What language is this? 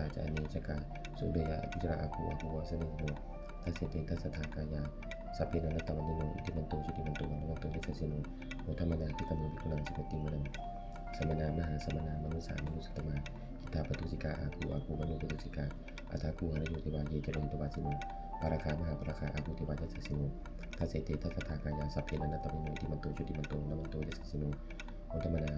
Pali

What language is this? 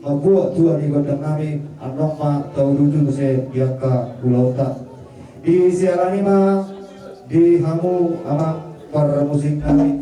Batak Toba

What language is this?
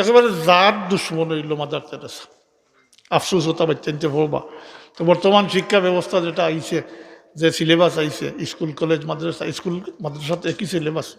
Sylheti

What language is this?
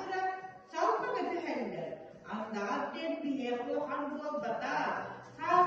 Yakut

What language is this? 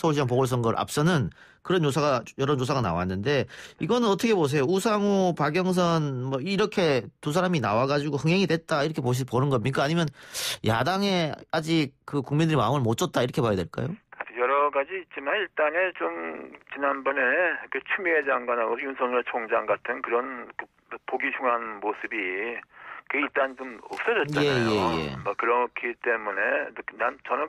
Korean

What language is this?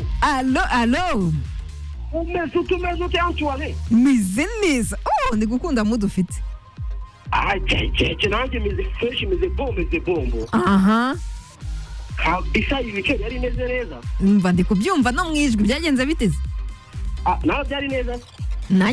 Kinyarwanda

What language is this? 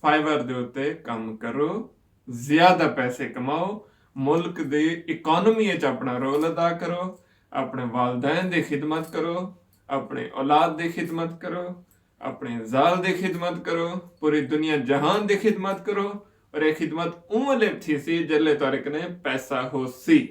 Saraiki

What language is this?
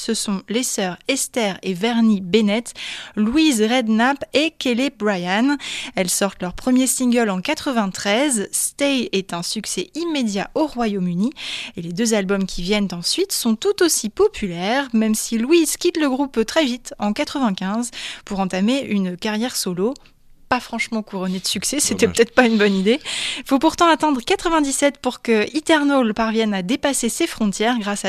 French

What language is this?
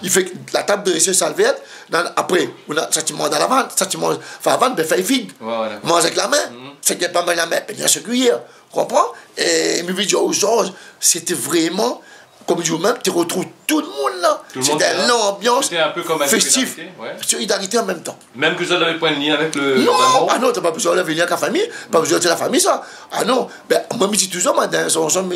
Réunion Creole French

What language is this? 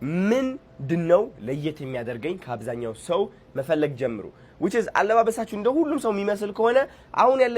Amharic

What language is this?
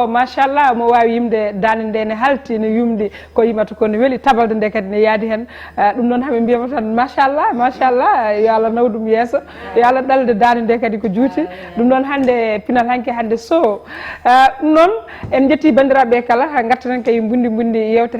Fula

